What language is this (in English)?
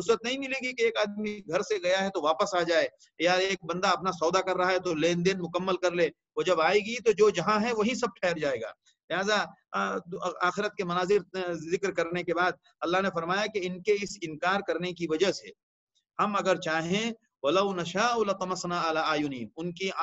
Urdu